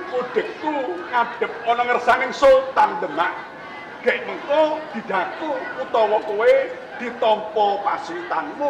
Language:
Javanese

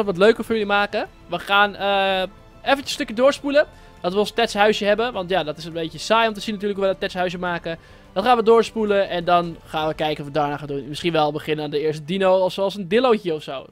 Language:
Dutch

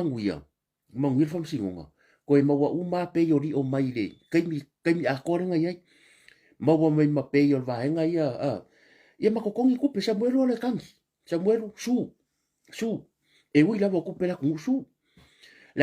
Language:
Samoan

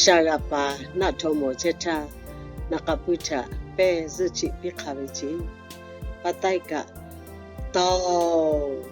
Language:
Lahu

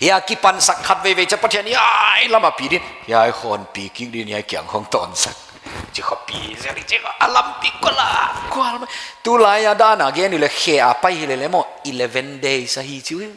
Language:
Paite Chin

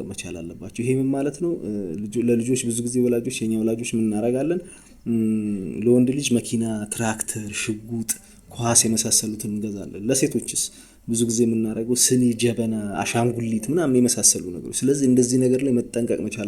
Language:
Amharic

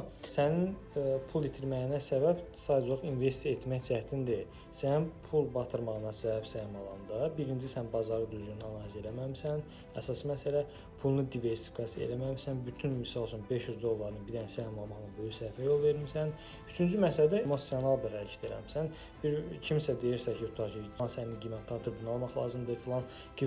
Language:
Azerbaijani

